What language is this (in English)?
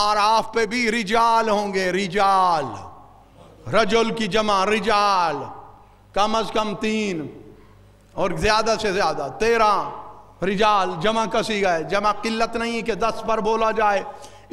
Urdu